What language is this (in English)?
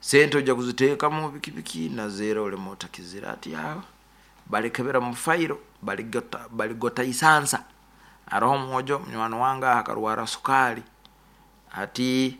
Nyoro